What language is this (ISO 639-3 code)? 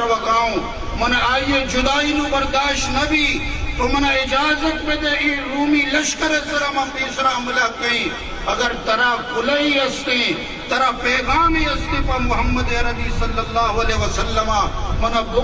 bgp